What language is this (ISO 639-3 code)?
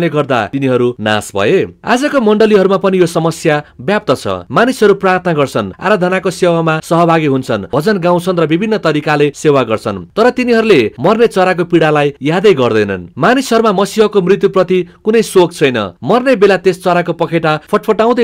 nep